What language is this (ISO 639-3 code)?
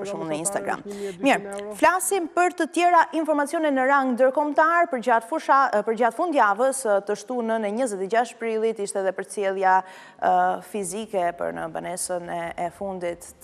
sqi